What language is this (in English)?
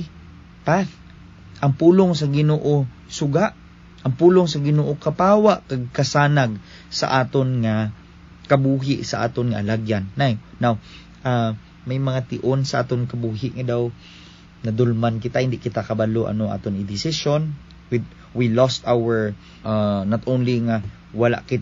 Hiligaynon